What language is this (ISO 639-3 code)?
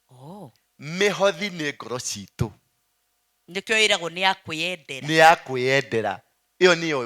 kik